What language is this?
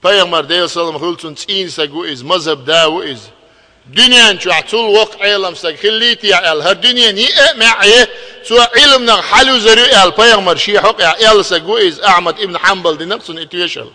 Chechen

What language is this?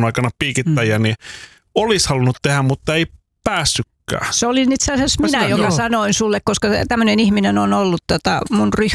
Finnish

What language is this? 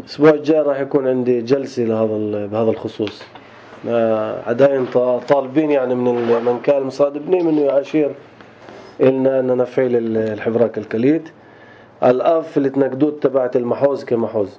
North Levantine Arabic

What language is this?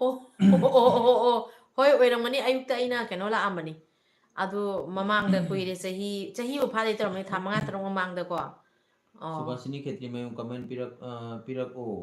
Manipuri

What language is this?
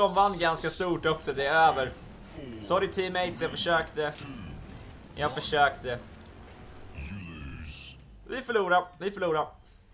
Swedish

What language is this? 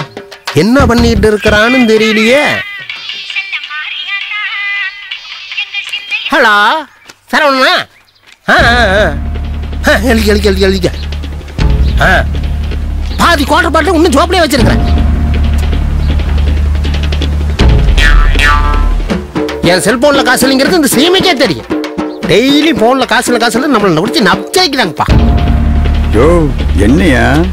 Tamil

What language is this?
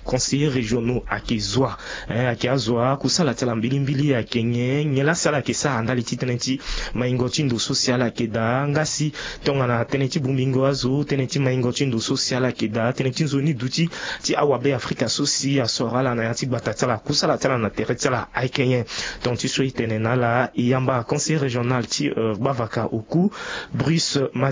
Sango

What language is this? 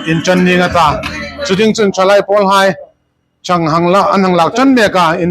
Hmar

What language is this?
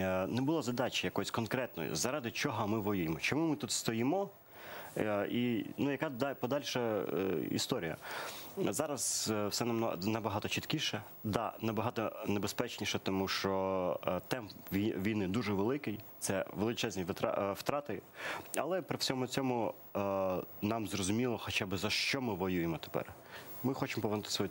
Ukrainian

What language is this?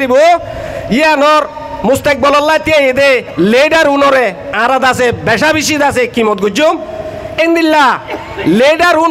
Rohingya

